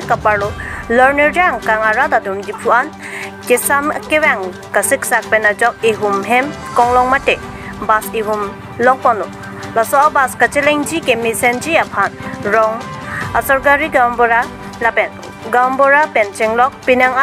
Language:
Karbi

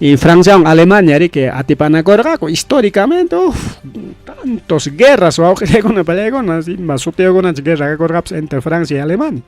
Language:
Ayacucho Quechua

